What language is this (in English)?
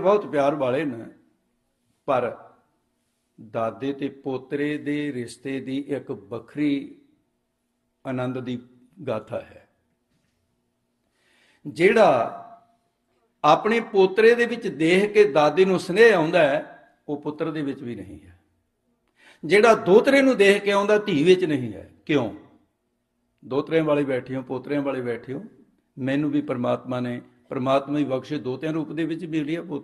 Punjabi